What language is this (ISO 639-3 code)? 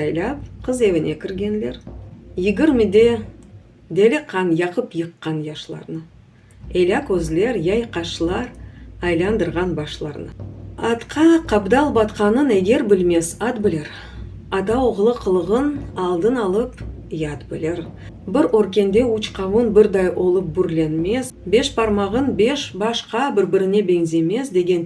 crh